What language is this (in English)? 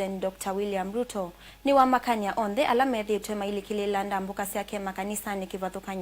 Kamba